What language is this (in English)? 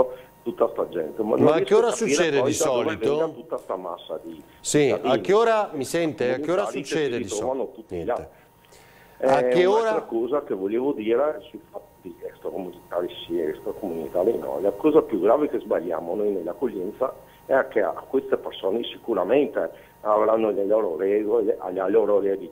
Italian